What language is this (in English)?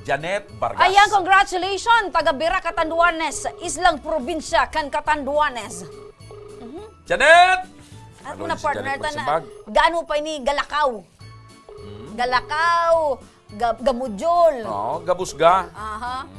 Bikol